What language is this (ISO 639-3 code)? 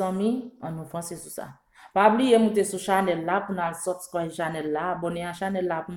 hat